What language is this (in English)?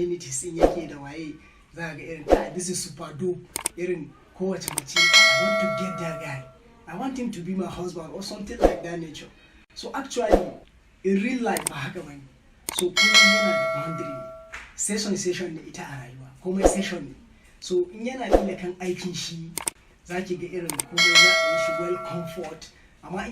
Hausa